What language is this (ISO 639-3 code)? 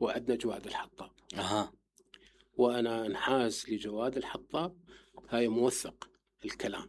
acm